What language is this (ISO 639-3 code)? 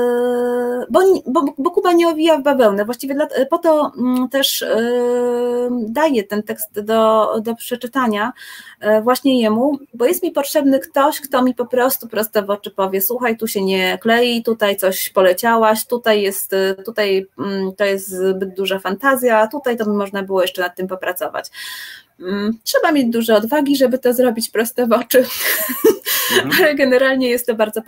pol